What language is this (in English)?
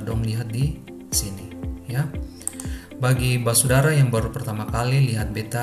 Ambonese Malay